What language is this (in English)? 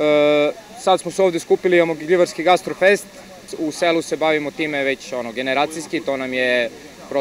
Serbian